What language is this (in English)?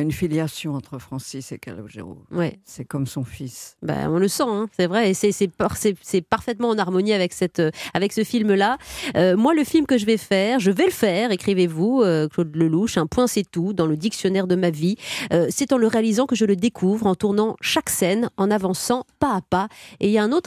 French